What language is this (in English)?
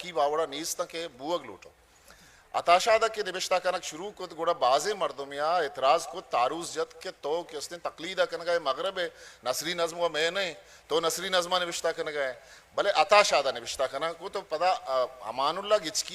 Eastern Balochi